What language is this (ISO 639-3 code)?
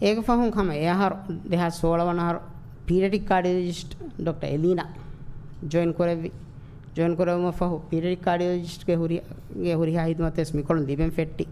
div